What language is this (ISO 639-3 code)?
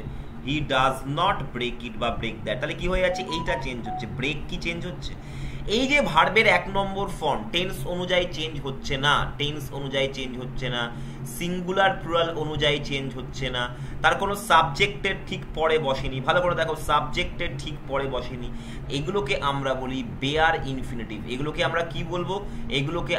ben